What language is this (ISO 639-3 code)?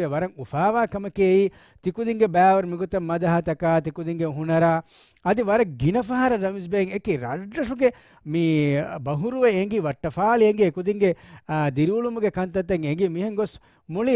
div